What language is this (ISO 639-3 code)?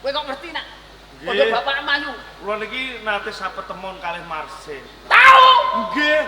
jav